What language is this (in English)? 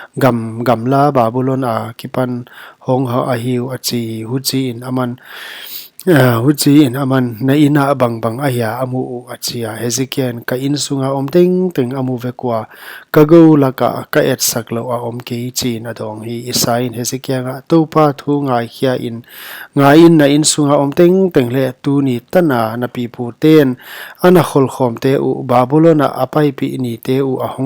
Paite Chin